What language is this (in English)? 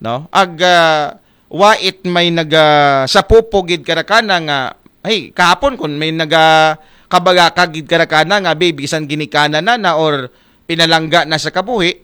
Aklanon